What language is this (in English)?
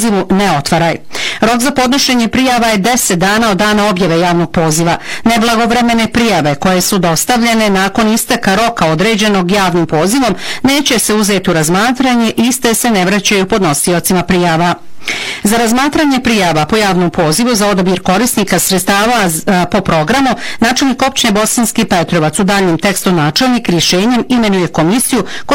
Bosnian